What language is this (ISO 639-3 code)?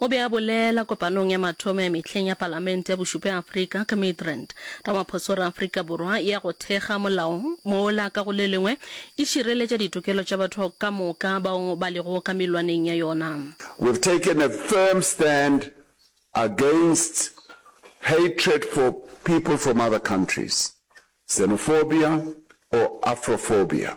nso